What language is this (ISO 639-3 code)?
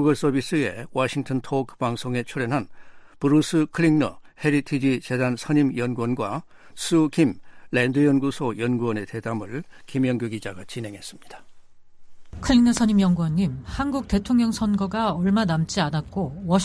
kor